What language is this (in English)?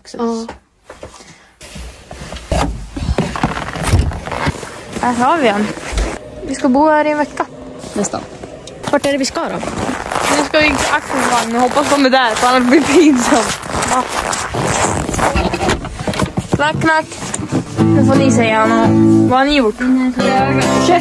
Swedish